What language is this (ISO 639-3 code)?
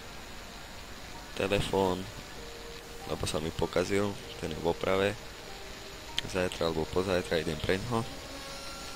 slk